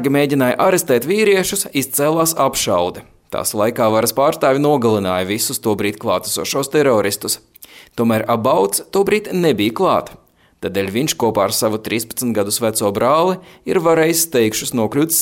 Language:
Latvian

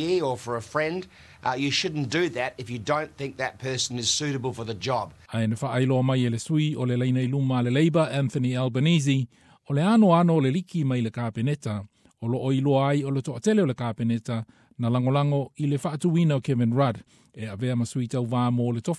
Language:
Samoan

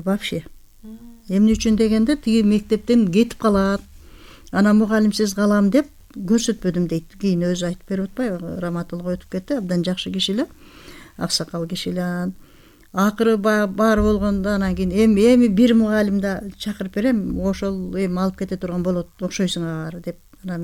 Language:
Kyrgyz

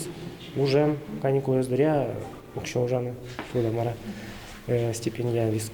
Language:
Udmurt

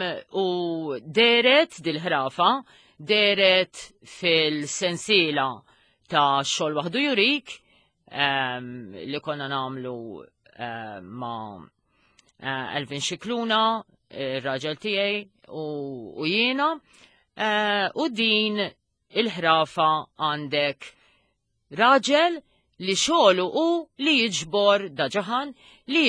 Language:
Maltese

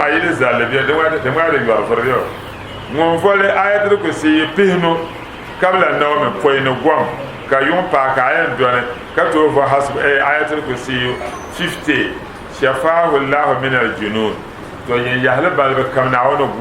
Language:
Dagbani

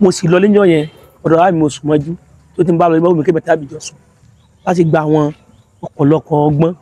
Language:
Yoruba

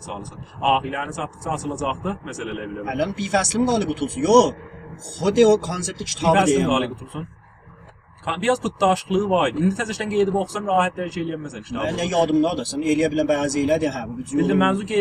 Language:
South Azerbaijani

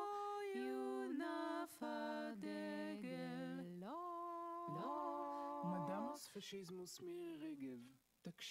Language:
Hebrew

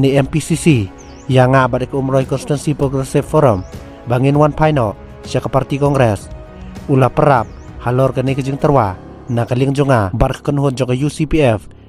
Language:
Khasi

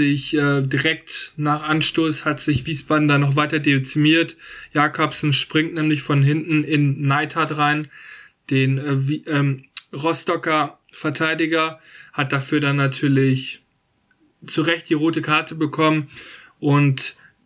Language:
German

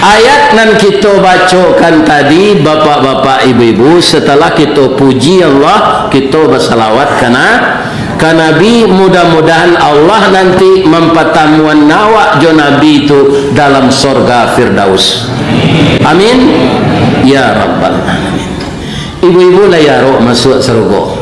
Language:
Minangkabau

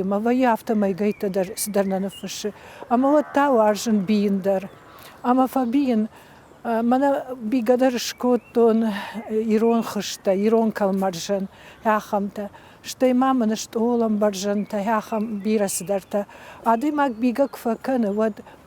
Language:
Ossetic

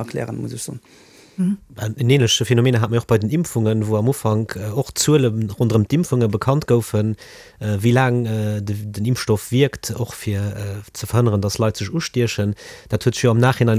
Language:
Luxembourgish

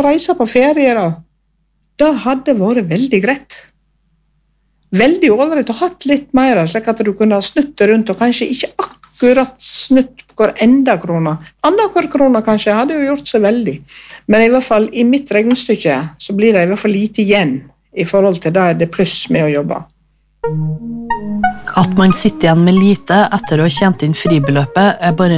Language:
Norwegian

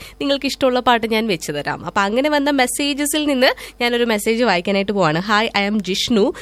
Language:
Malayalam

